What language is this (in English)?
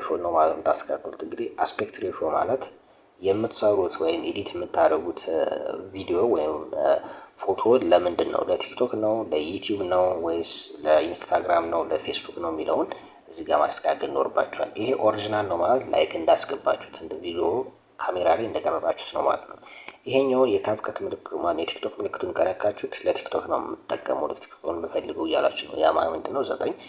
Amharic